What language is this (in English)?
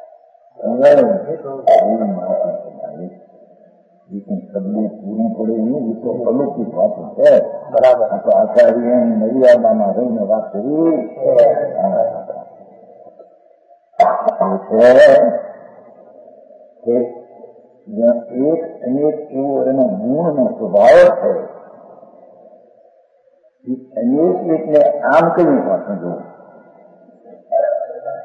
Gujarati